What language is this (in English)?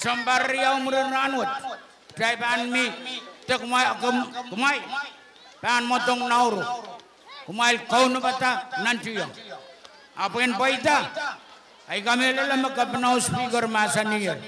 Pohnpeian